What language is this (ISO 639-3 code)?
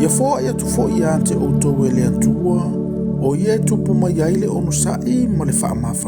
smo